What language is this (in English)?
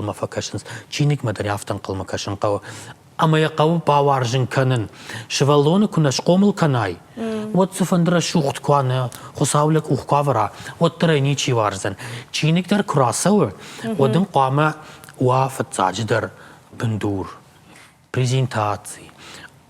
Ossetic